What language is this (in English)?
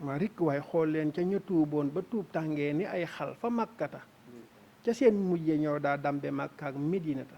Wolof